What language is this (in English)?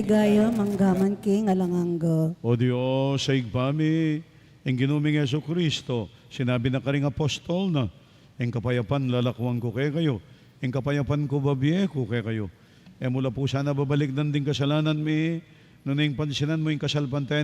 Pampanga